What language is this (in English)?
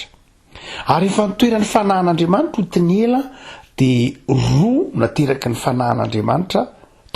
Malagasy